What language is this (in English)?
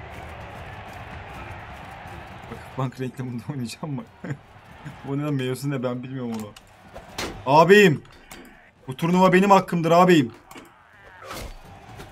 Turkish